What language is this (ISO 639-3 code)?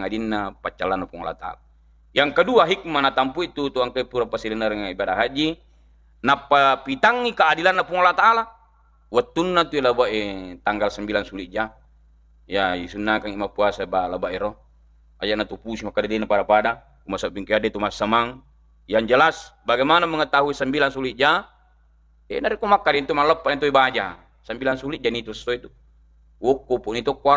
bug